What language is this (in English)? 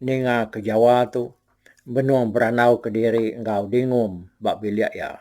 Iban